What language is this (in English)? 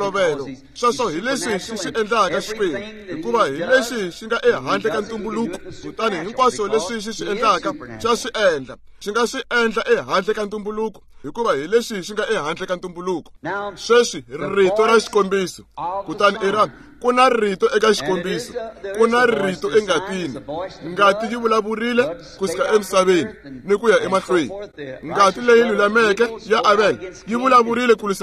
Tsonga